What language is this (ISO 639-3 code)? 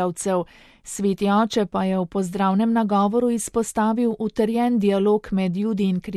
slv